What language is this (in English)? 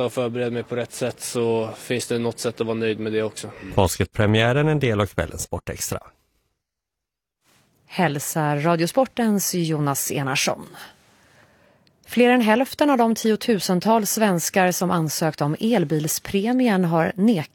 Swedish